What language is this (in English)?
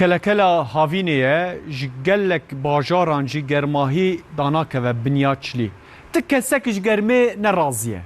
Kurdish